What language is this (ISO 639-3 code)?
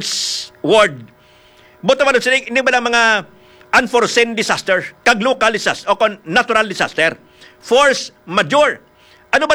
hil